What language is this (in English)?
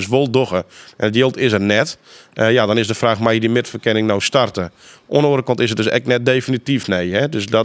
Western Frisian